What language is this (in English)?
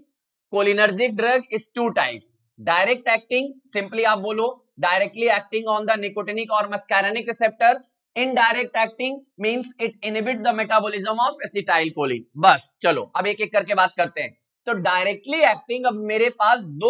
Hindi